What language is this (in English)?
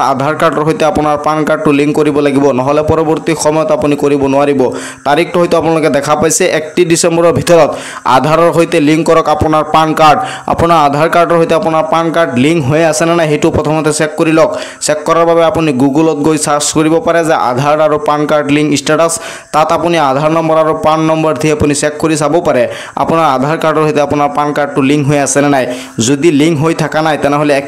Assamese